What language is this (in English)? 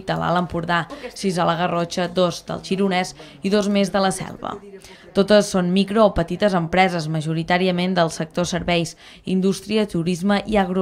Catalan